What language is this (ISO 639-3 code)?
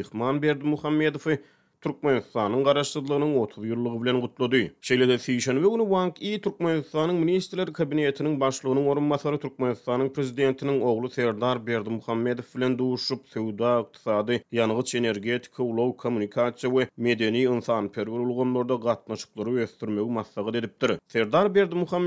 tuk